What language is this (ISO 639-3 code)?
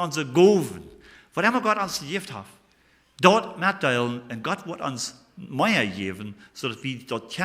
pdt